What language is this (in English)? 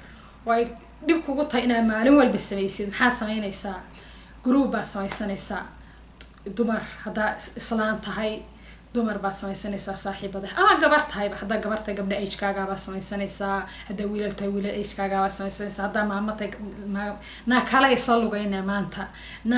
Somali